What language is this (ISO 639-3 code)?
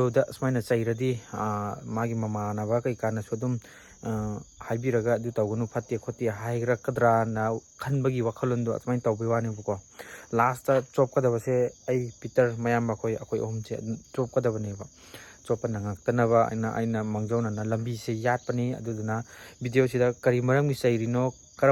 mni